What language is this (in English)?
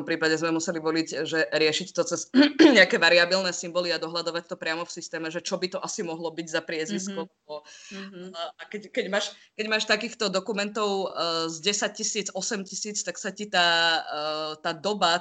Slovak